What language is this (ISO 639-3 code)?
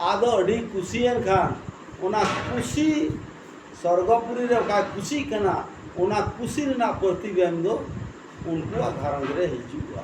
sat